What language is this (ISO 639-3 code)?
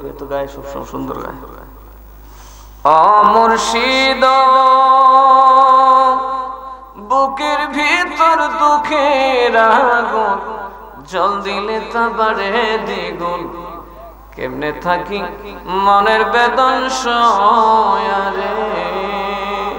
ben